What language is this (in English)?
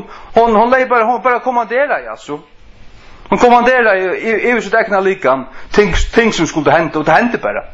Faroese